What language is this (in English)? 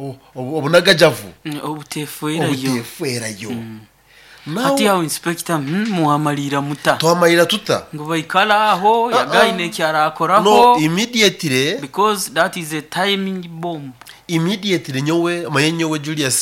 Nyoro